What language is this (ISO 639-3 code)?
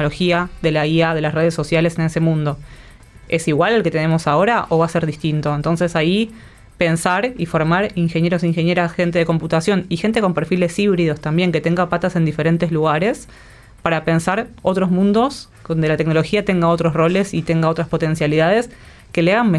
spa